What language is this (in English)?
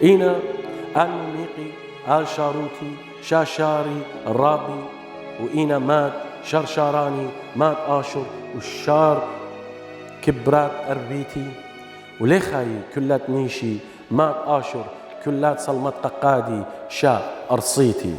Assyrian Neo-Aramaic